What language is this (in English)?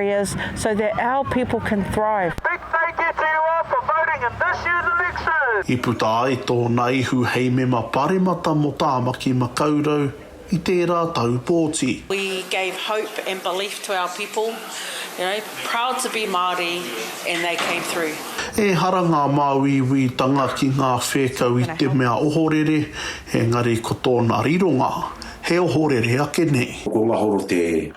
Māori